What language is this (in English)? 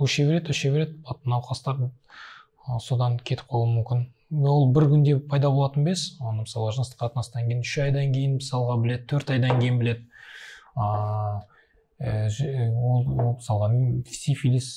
Kazakh